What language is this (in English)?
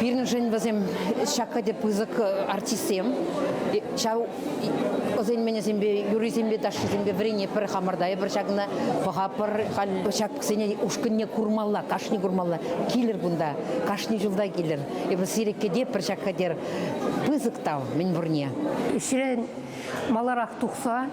Chuvash